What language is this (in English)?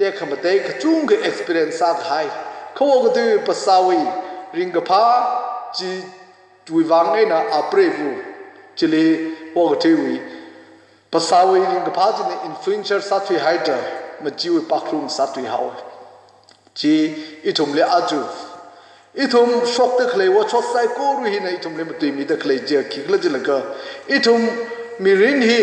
Tangkhul Naga (India)